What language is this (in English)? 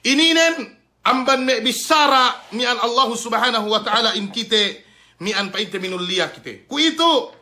Yakan